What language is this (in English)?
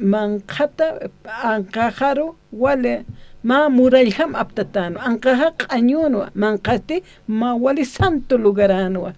Aymara